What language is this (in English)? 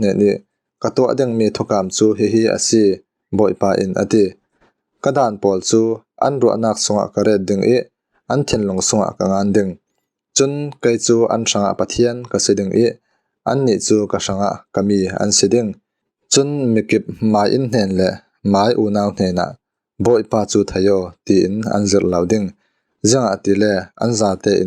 Falam Chin